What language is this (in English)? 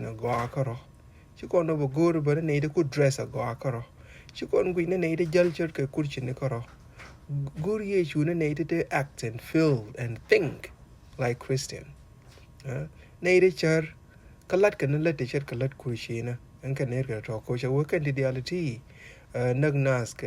Nuer